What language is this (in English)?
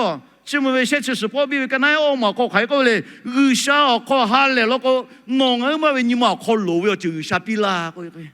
Lahu